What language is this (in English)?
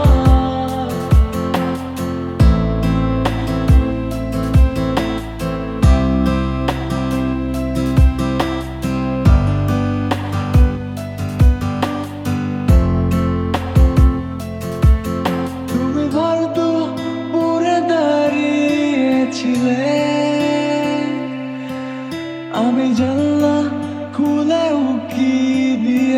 Bangla